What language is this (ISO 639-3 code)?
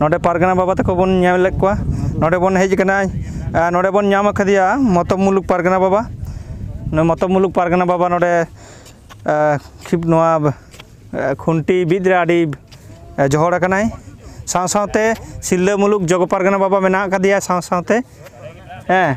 sat